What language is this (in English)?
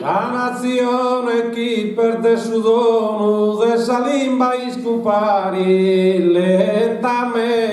Sardinian